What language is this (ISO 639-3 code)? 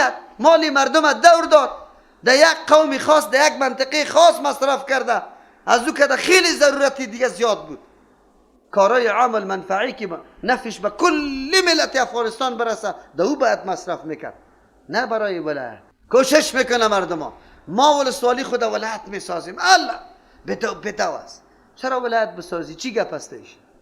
fas